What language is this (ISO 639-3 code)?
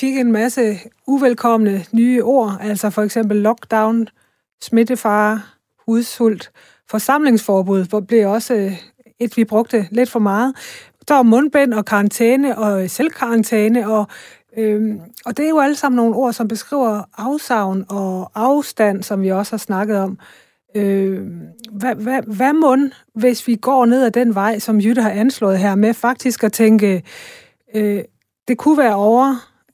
dan